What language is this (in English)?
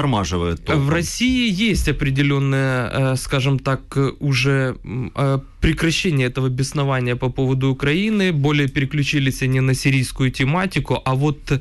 Russian